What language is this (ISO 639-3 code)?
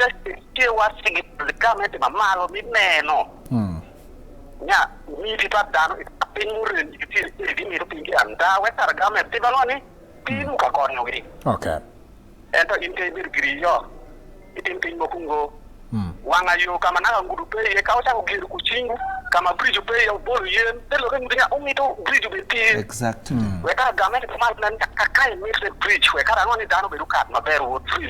ach